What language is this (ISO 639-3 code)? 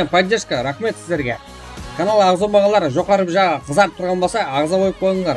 kaa